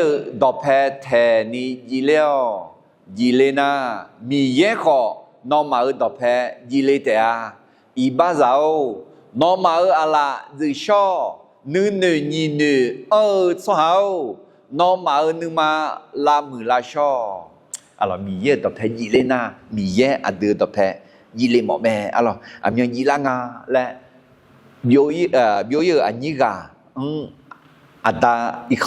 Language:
Akha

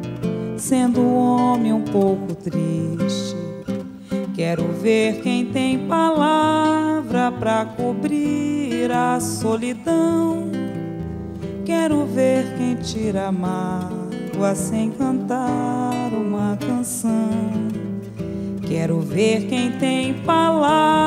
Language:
Portuguese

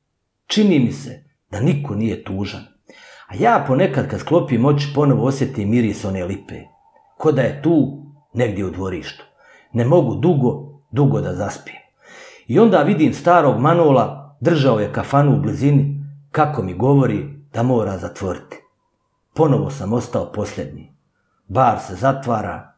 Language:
Bosnian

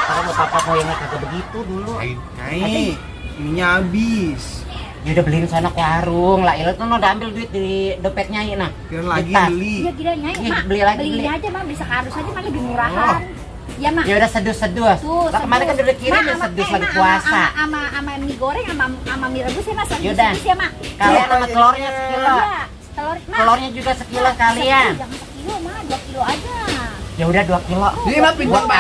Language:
Betawi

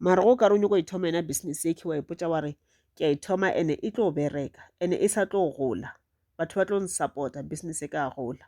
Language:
Northern Sotho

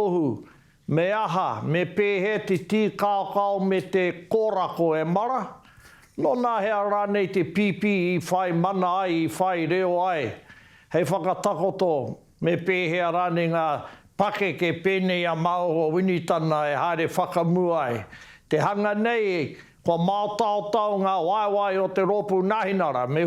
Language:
Māori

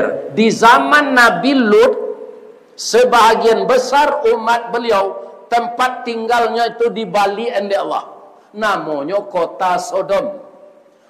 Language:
Minangkabau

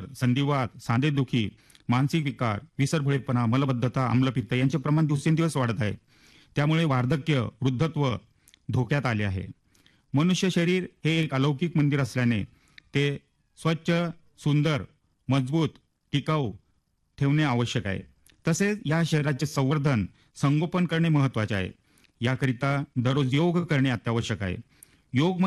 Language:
Marathi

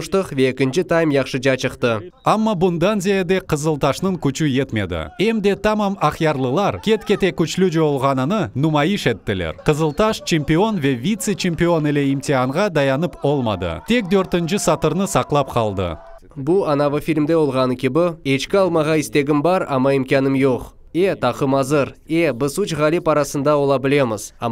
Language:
Crimean Tatar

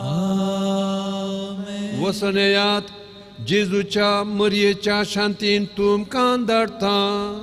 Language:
Konkani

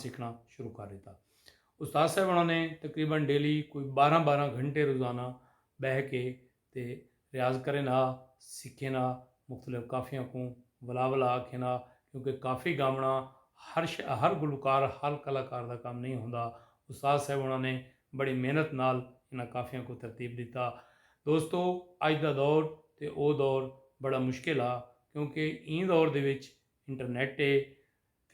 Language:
Saraiki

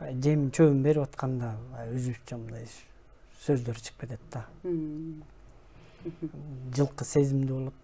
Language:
Kyrgyz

